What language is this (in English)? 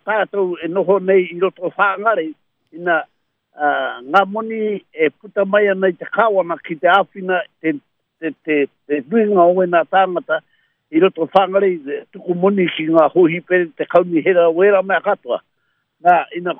Māori